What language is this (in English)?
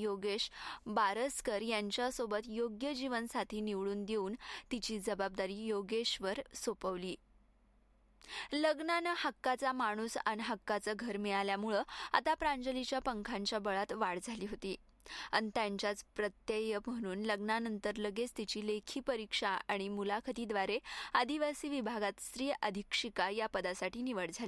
Marathi